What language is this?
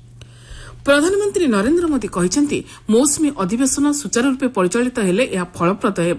Odia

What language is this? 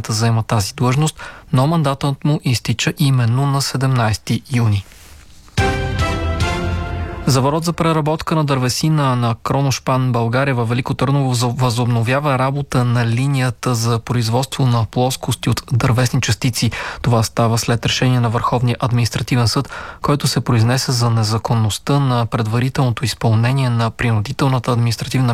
Bulgarian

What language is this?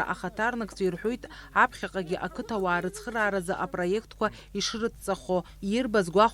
Abkhazian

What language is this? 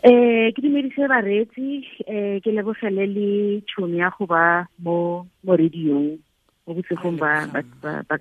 Tswana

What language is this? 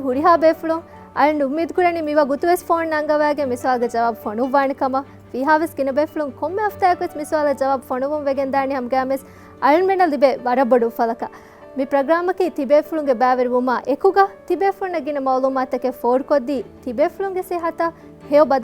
Divehi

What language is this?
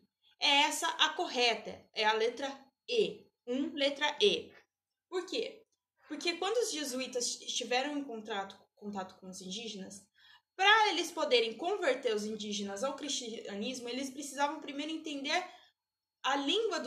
Portuguese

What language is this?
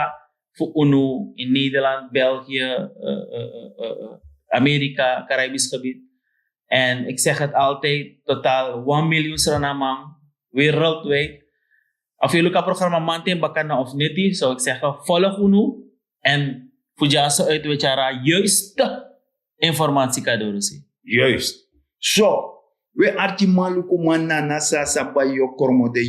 Sranan Tongo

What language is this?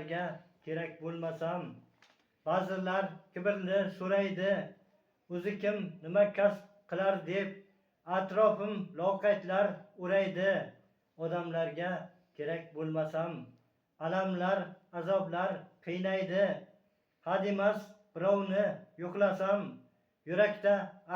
Uzbek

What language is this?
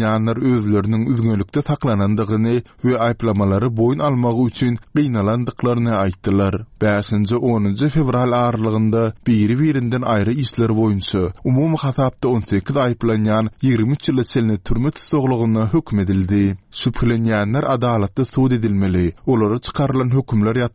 Turkmen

